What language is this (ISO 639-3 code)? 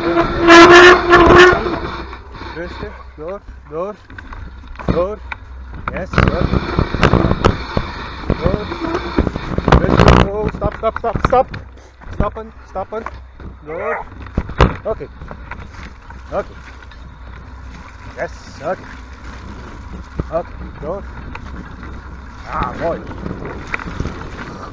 nld